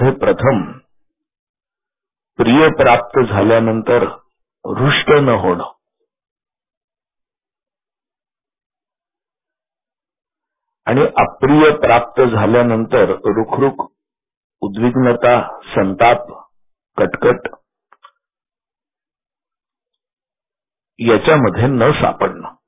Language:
Marathi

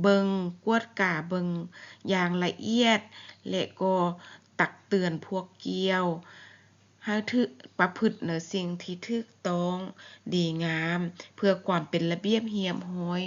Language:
Lao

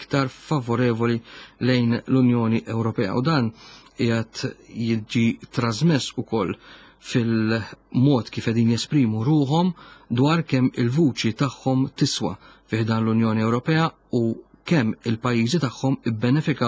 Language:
Maltese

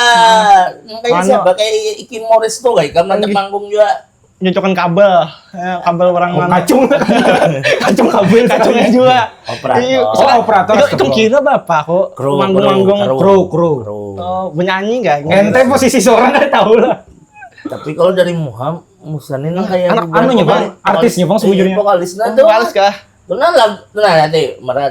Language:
Banjar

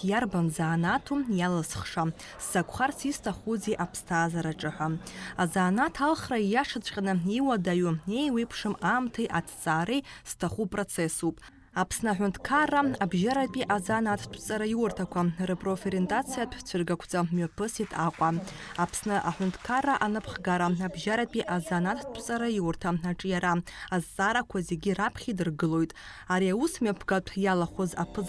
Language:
Abkhazian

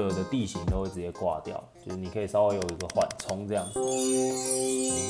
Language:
Chinese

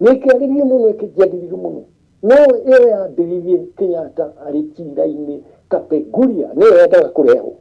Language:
Kikuyu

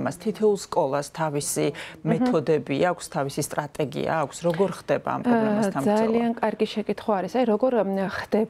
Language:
Georgian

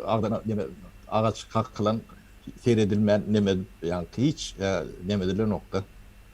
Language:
Turkmen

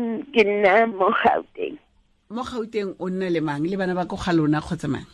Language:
Tswana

